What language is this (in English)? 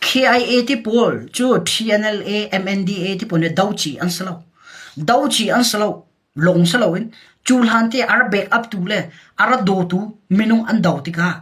Hakha Chin